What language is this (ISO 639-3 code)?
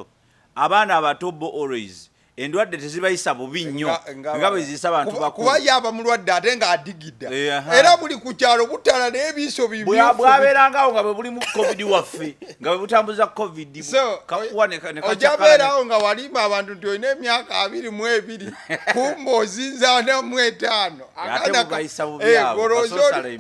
lug